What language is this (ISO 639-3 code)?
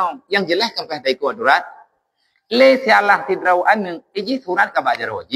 ace